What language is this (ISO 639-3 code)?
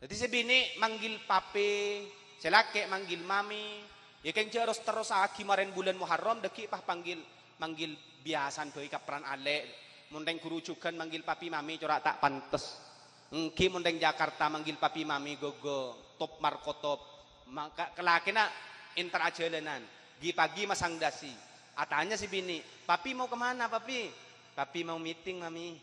mad